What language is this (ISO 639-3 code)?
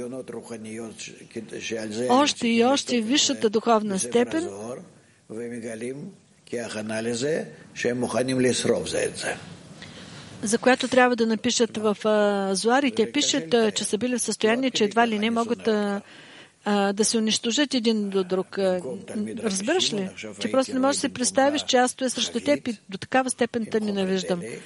bul